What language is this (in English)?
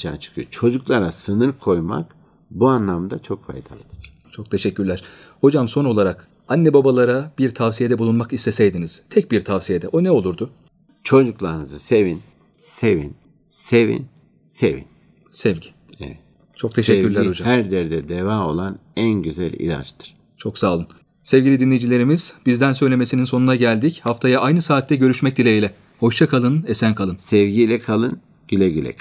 Turkish